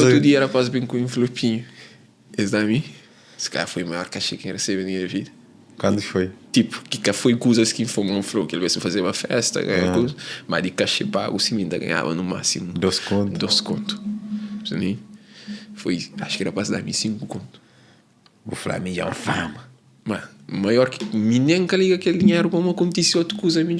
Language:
Kabuverdianu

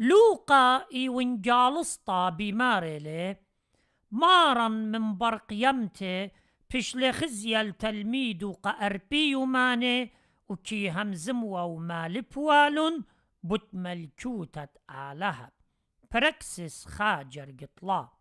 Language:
Assyrian Neo-Aramaic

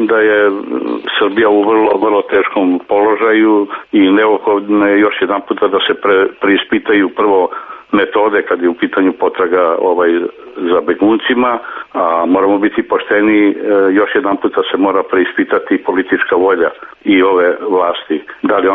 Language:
Serbian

